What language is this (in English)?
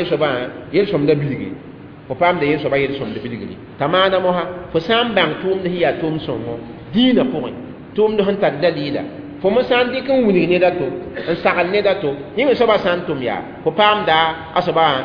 Mossi